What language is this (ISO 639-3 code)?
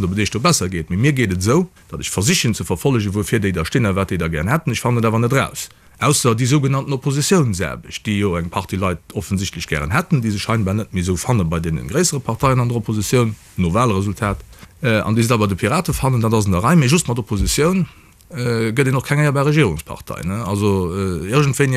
ltz